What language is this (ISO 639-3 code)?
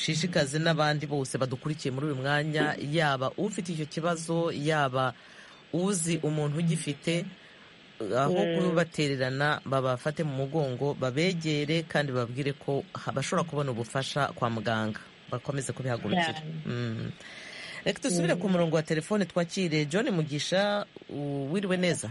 kin